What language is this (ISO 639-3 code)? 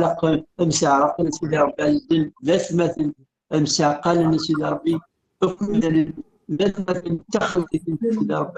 kab